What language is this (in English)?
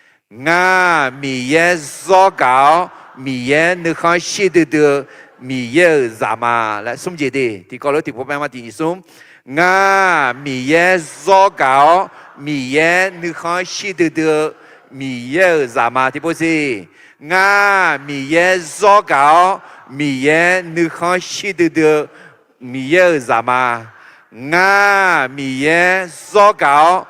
Akha